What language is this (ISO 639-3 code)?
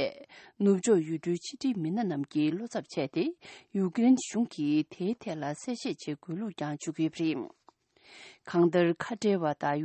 bod